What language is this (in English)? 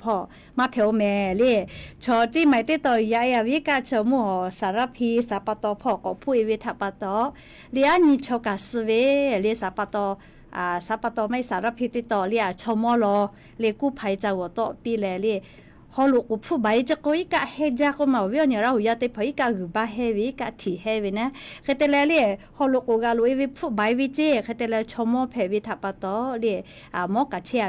Lahu